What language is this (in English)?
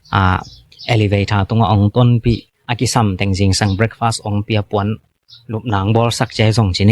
Tedim Chin